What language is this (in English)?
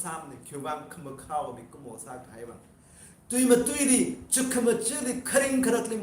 Tangkhul Naga (India)